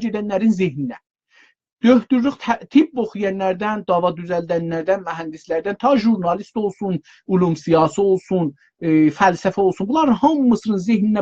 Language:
South Azerbaijani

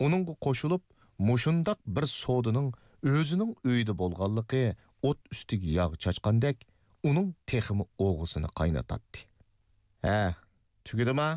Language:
Uyghur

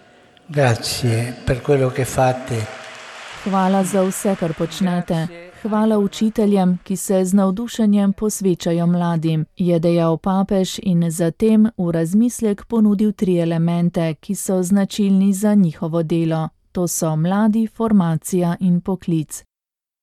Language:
Slovenian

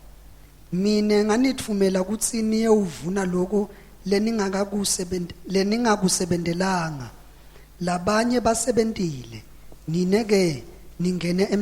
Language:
Swati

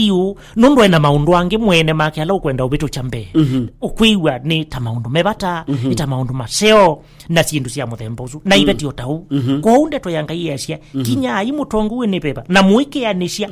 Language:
Kamba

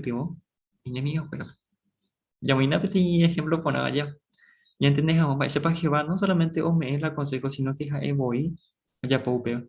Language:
Guarani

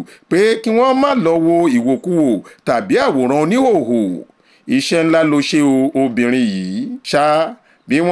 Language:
Yoruba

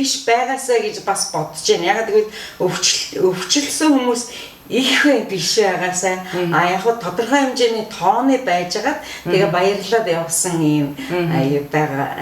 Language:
Mongolian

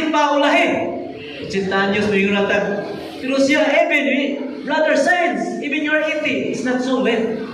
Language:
Cebuano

